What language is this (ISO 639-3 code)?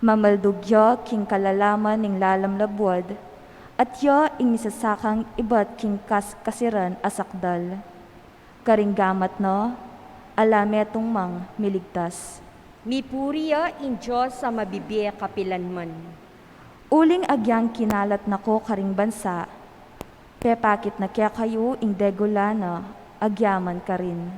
pam